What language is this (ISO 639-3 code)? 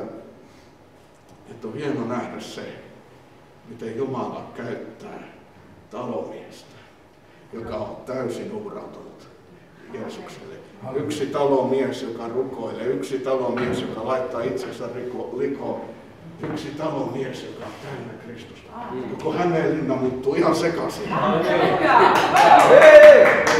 fin